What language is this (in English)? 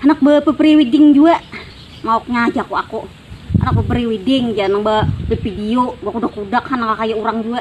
Banjar